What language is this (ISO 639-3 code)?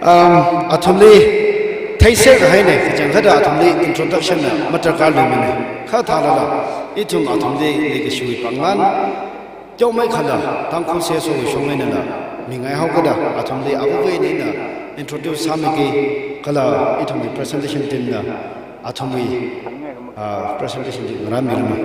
nmf